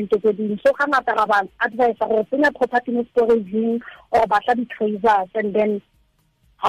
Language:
Tswana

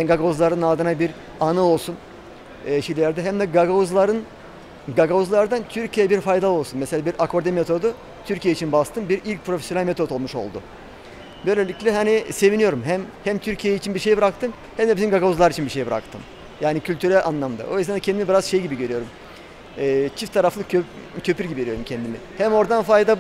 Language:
Gagauz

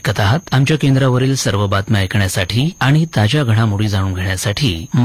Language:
Marathi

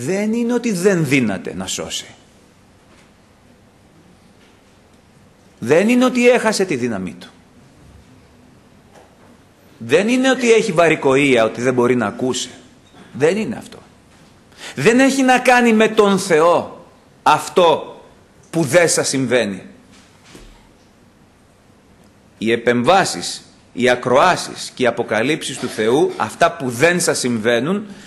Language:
Greek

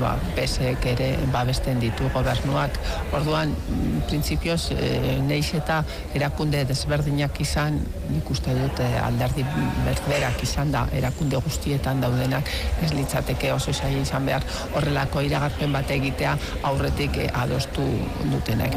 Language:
Basque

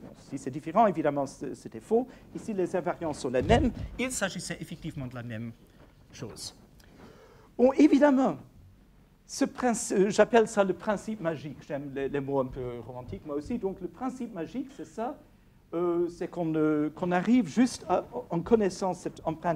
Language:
French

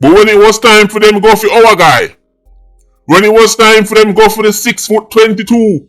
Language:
Jamaican Creole English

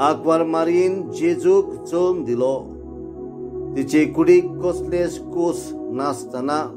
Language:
Konkani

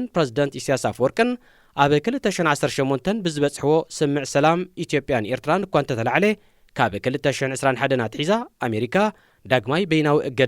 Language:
Tigrinya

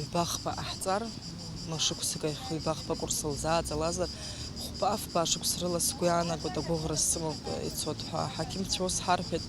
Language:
Abkhazian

